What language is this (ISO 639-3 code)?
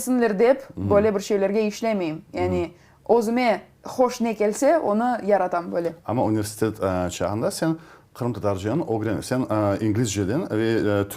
crh